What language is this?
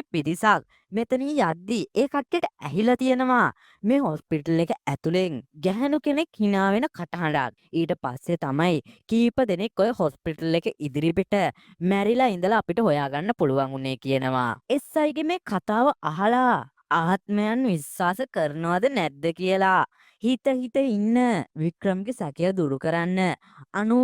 Sinhala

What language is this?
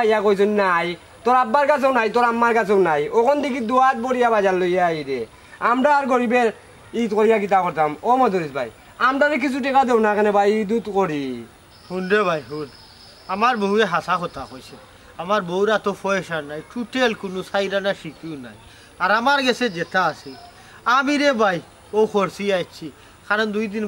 Sylheti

